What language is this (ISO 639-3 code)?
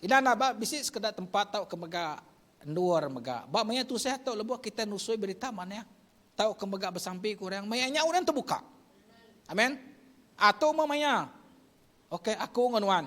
iba